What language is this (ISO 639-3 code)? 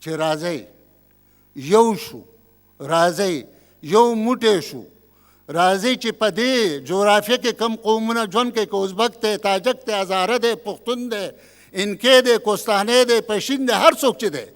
pus